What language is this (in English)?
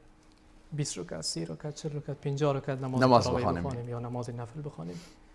Persian